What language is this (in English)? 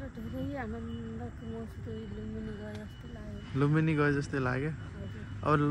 Nepali